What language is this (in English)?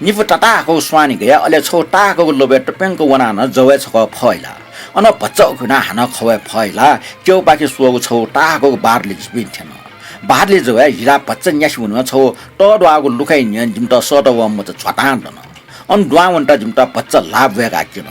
Newari